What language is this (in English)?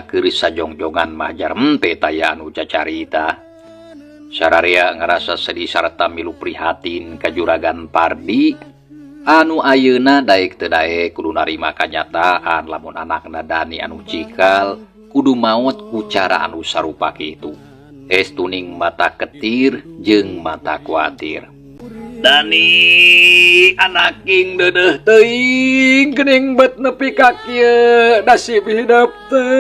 Sundanese